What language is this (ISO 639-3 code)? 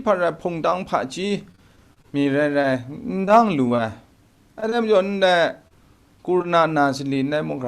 kac